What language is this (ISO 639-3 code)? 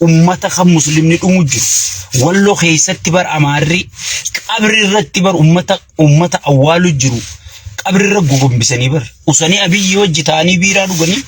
orm